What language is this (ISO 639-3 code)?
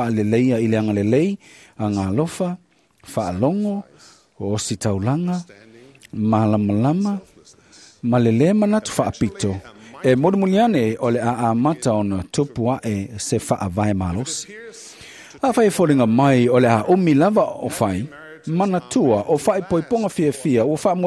smo